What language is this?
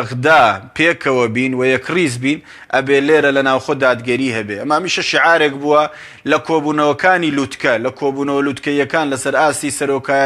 Central Kurdish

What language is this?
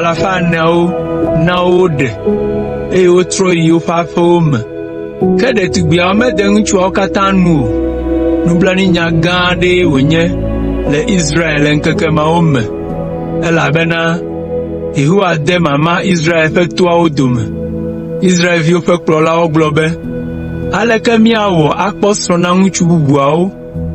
Ewe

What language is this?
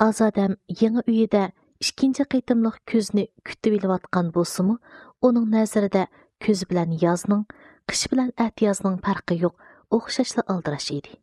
Uyghur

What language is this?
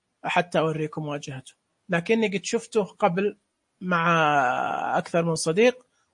Najdi Arabic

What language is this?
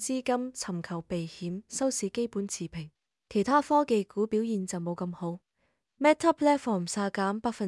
Cantonese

